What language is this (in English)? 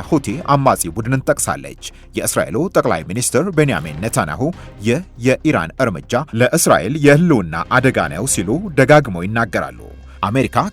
Amharic